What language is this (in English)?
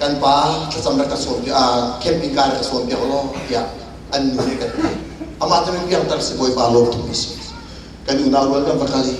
Hakha Chin